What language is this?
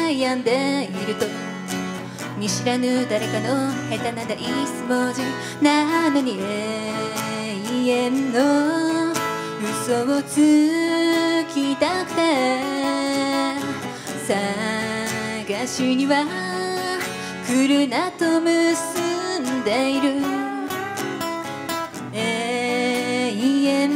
Japanese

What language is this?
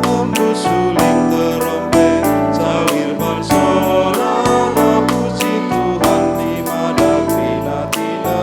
Batak Karo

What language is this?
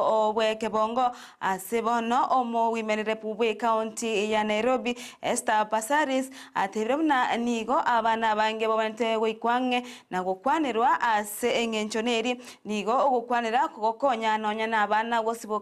Gusii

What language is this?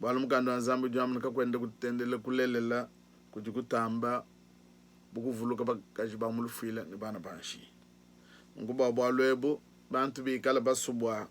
Luba-Lulua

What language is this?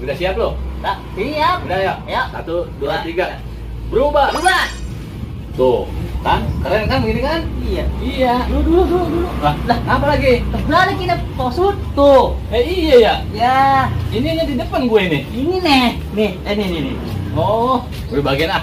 Betawi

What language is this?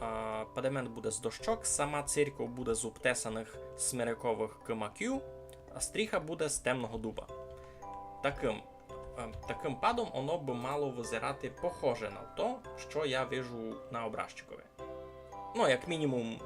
Rusyn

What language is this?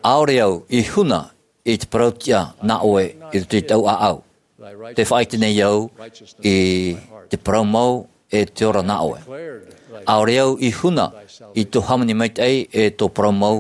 Tahitian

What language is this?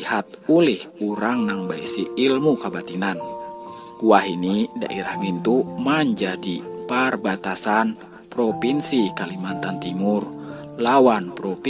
Banjar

